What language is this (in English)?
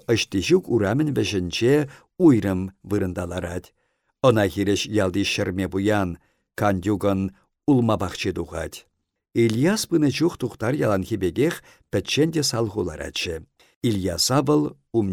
Chuvash